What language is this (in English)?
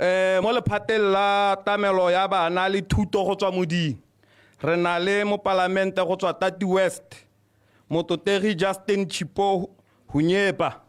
Tswana